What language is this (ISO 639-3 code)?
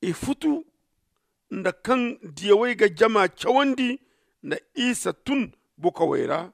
dje